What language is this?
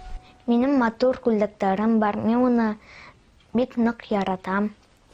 Bashkir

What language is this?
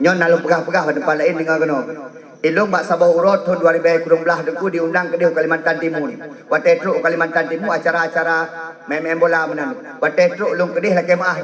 Achinese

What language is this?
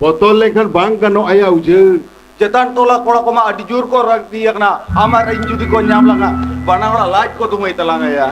Santali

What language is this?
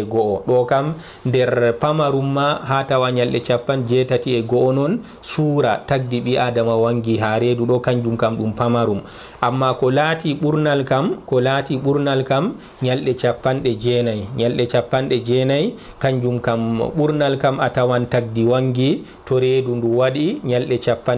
Fula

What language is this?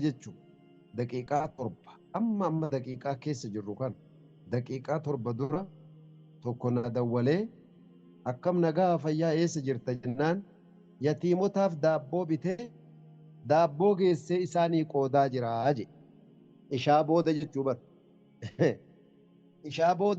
Oromo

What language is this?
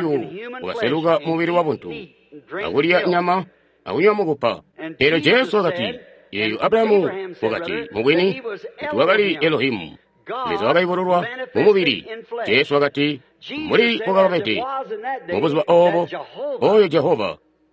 Tonga (Zambia)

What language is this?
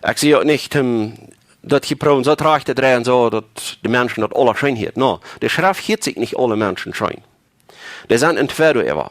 Plautdietsch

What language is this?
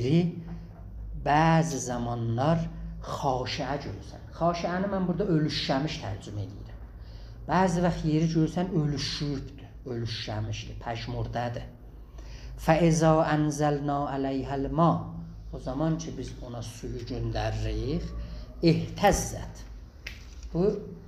South Azerbaijani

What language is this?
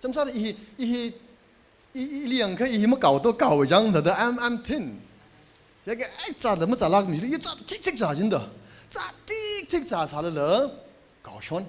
Tangkhul Naga (India)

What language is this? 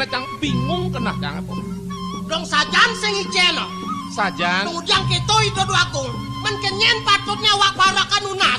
Balinese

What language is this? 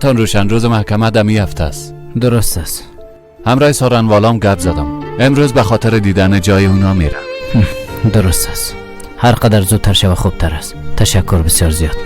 Persian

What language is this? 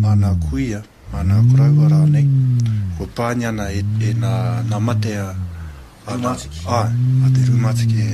Māori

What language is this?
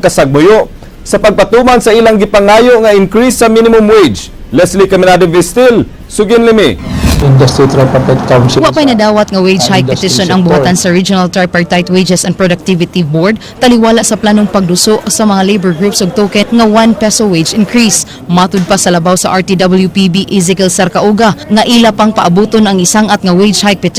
Cebuano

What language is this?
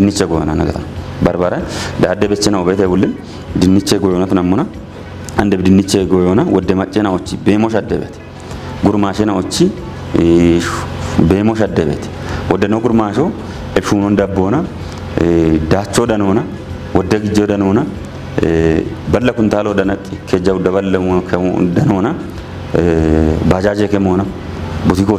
Kafa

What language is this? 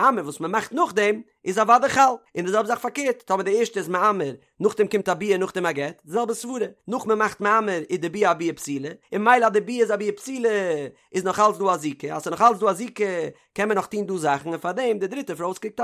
Yiddish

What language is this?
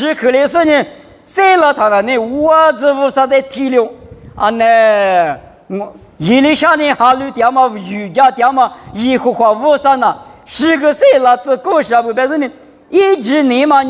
Lisu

